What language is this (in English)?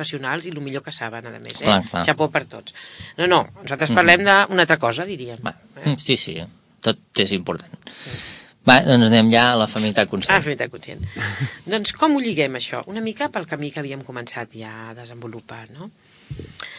Catalan